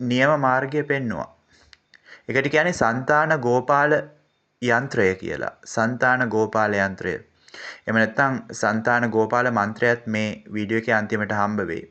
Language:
Sinhala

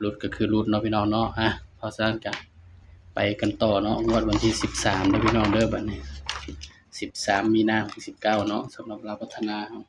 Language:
Lao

